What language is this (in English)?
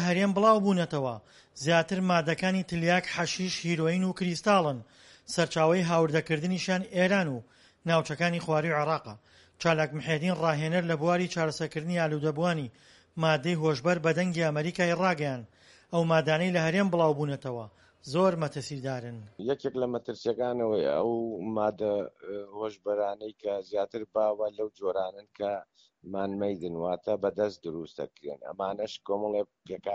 Central Kurdish